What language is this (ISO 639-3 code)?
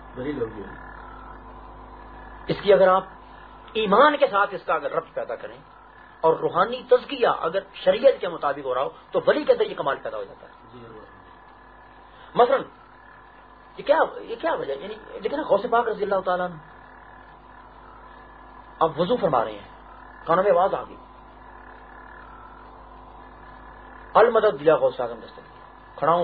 urd